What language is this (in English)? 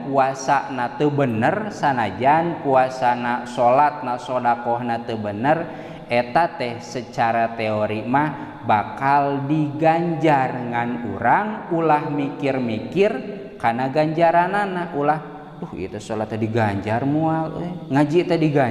Sundanese